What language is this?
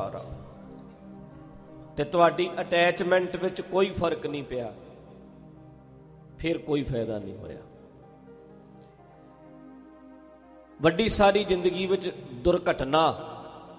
Punjabi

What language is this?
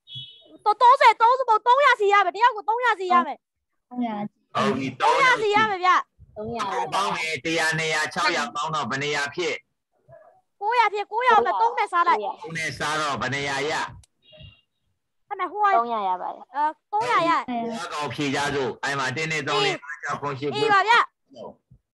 Burmese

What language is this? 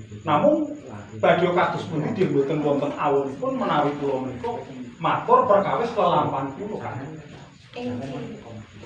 Javanese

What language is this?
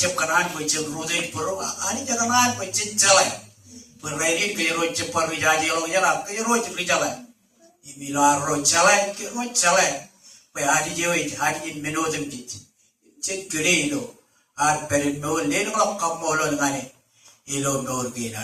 Marshallese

